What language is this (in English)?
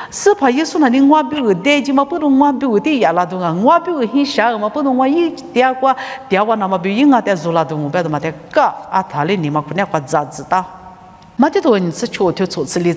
Lisu